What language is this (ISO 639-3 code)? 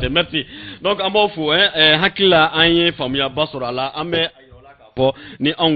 bam